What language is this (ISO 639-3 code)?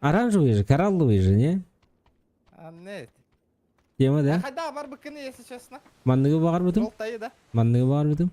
sah